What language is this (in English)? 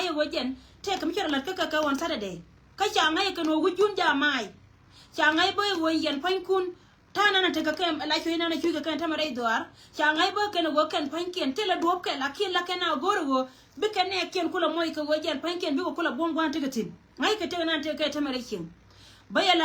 Nuer